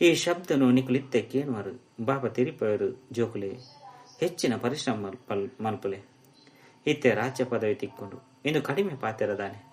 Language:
Tulu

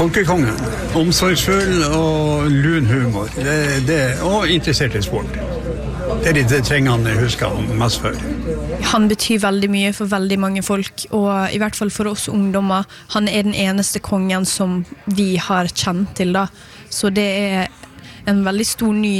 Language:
Norwegian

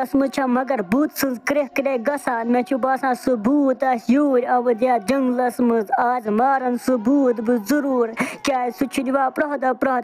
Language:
Kashmiri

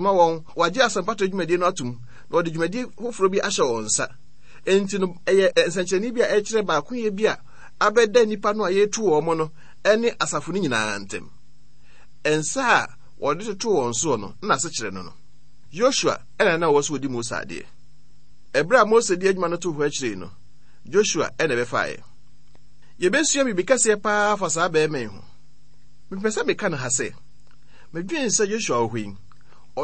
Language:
Akan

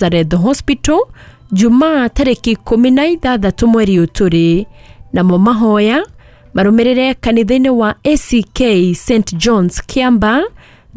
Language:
Kikuyu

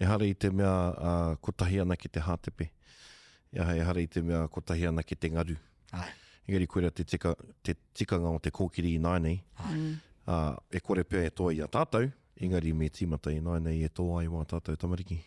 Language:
Māori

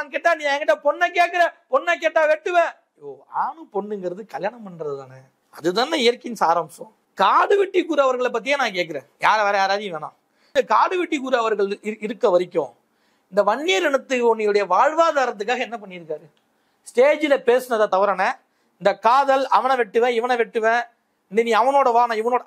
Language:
Tamil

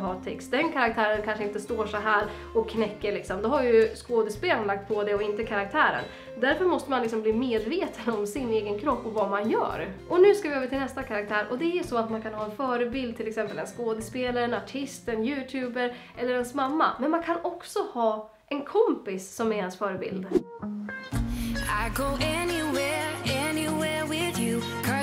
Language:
Swedish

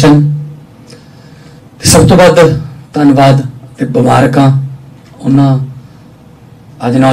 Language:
Punjabi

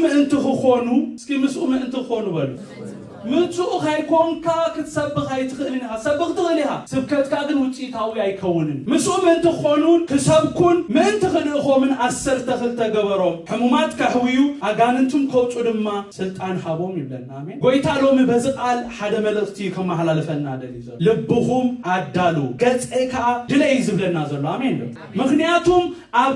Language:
Tigrinya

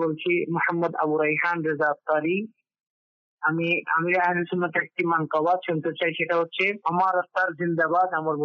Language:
Bangla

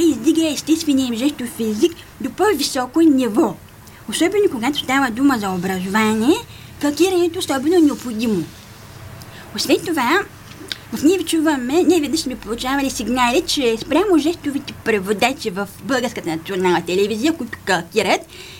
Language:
Bulgarian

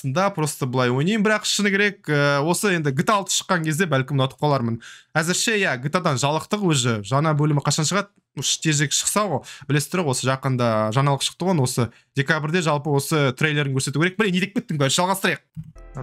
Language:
Kazakh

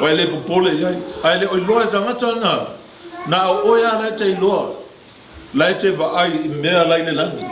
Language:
Samoan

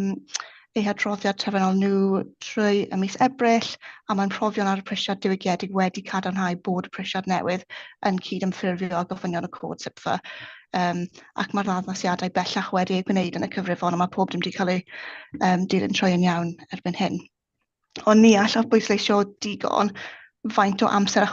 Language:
Welsh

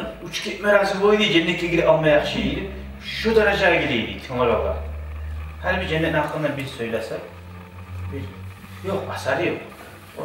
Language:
Kumyk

